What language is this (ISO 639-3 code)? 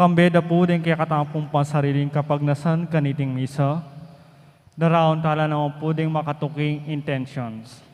pam